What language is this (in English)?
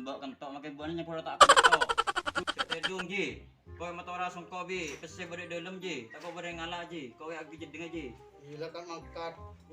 Madurese